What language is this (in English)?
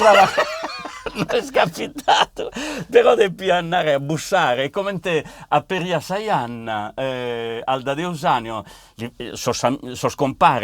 Sardinian